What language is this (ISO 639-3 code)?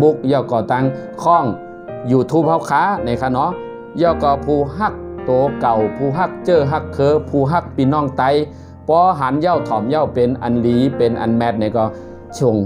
shn